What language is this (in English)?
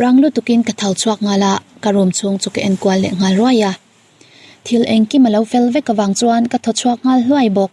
Mizo